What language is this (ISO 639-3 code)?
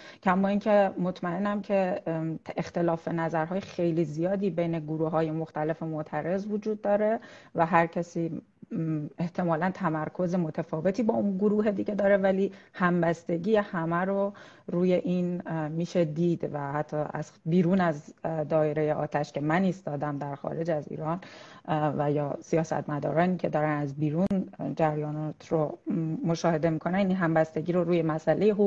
fas